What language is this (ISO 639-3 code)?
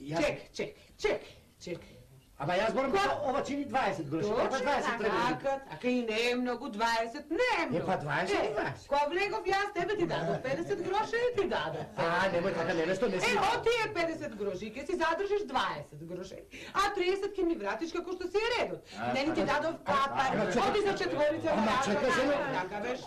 mkd